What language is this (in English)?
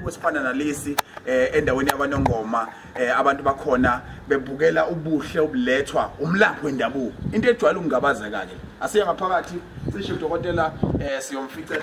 Zulu